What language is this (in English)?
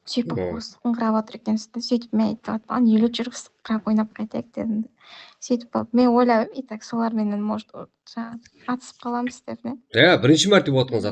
Kara-Kalpak